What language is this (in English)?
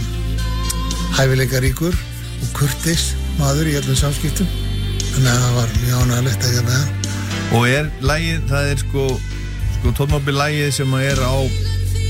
Icelandic